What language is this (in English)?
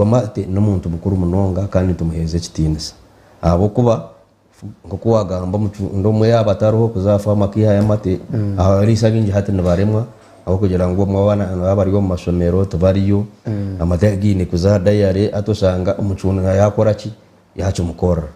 Nyankole